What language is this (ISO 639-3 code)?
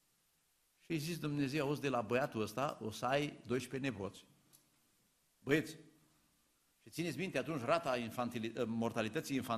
ron